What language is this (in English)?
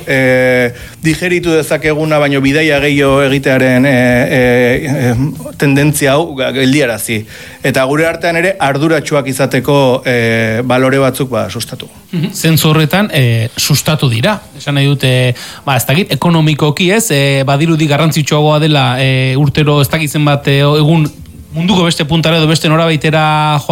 Basque